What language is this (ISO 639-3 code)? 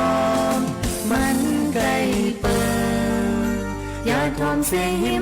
shn